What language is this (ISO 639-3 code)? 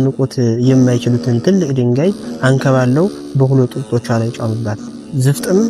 amh